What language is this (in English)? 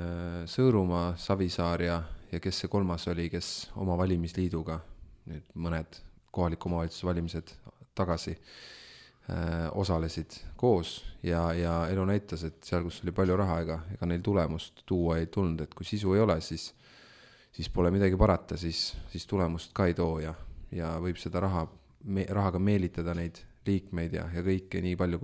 Estonian